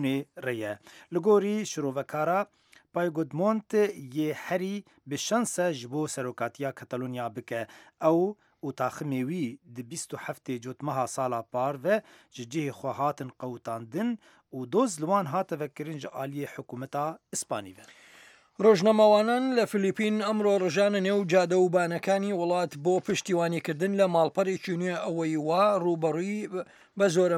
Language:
Central Kurdish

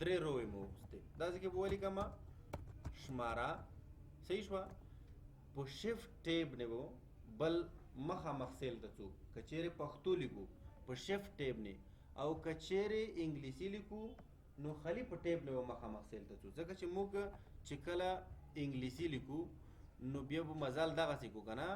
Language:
Pashto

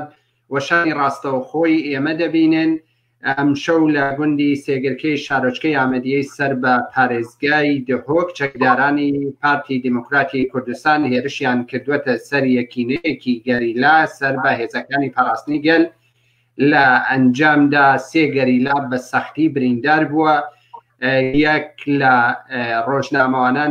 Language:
Central Kurdish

